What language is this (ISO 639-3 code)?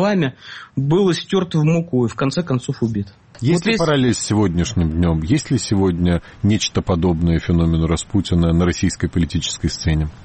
rus